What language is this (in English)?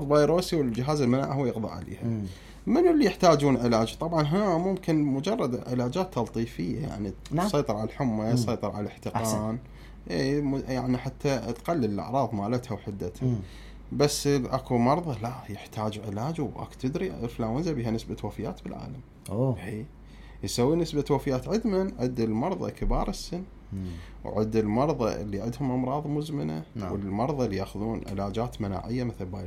Mesopotamian Arabic